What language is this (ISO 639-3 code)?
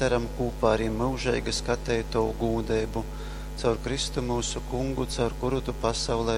ltg